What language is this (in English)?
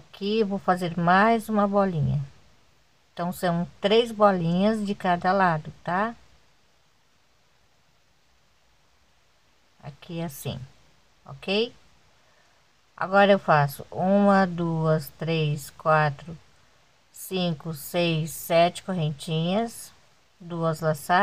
Portuguese